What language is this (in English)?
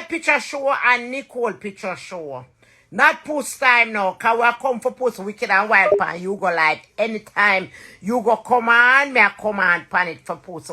Jamaican Creole English